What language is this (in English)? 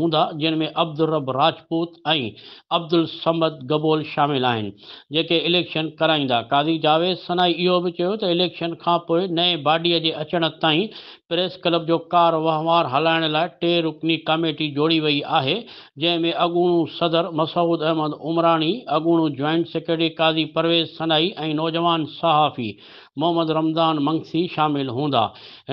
Sindhi